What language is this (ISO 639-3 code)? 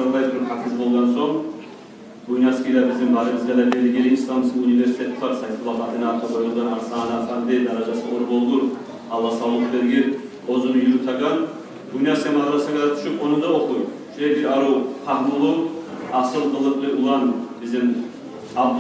kum